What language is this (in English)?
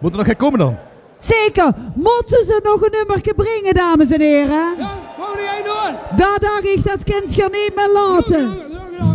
Limburgish